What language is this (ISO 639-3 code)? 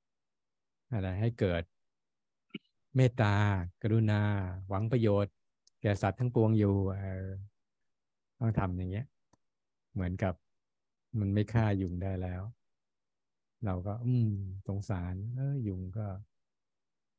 tha